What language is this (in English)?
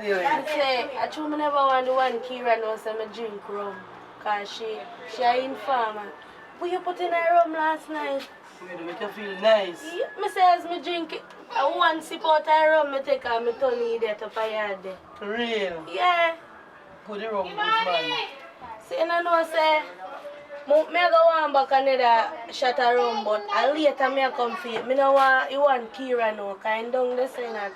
Jamaican Creole English